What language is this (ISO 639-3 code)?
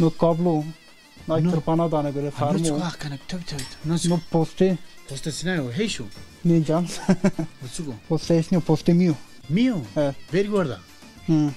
zza